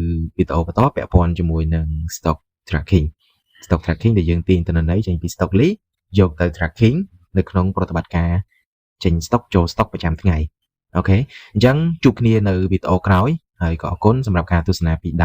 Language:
Khmer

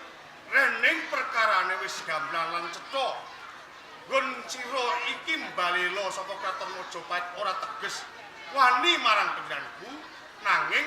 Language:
Javanese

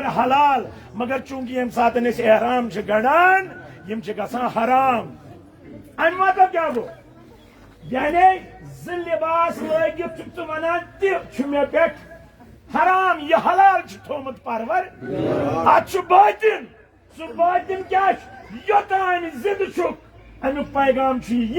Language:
Kashmiri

